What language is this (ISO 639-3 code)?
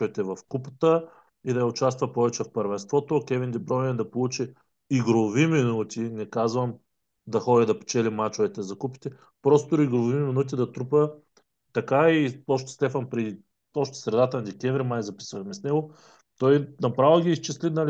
bul